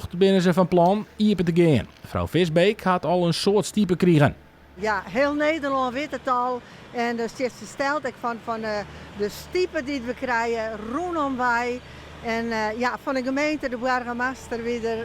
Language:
Western Frisian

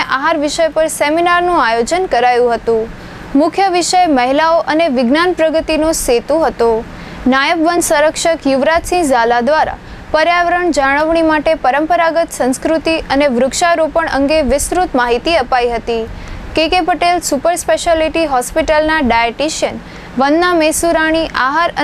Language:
Gujarati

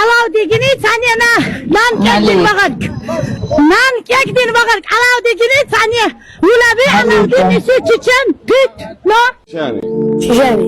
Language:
Chechen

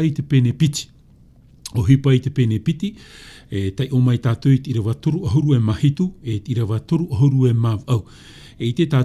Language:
Tahitian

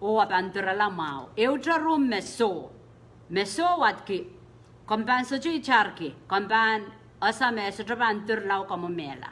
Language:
Pohnpeian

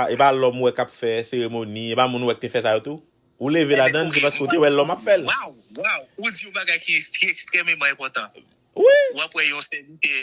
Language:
Haitian Creole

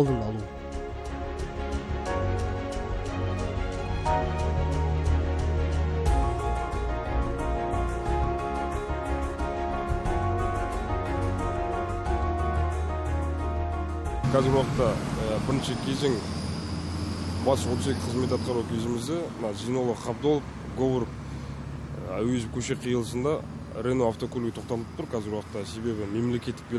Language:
Kazakh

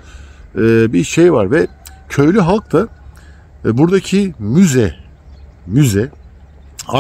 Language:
Turkish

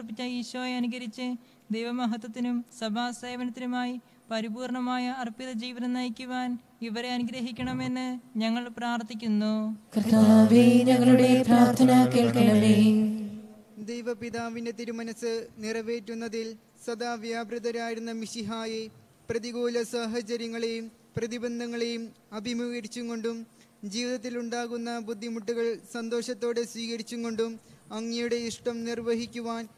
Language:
Malayalam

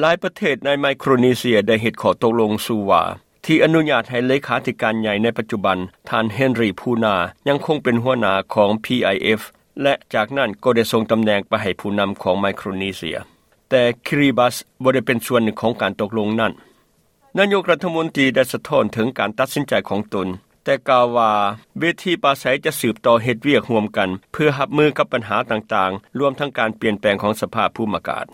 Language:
Lao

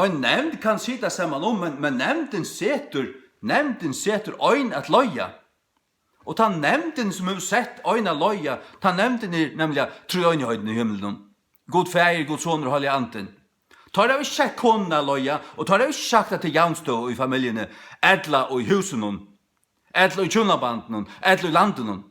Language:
Faroese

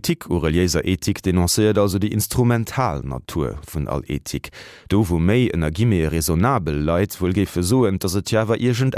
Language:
Luxembourgish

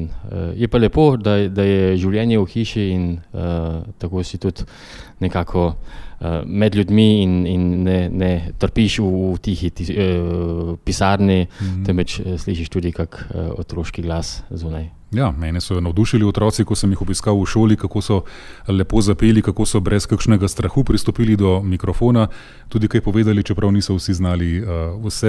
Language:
Slovenian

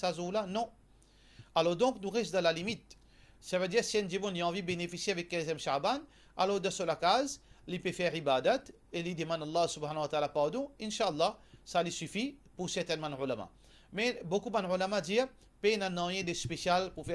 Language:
Morisyen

